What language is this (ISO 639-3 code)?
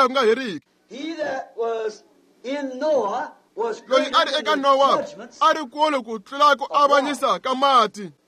tso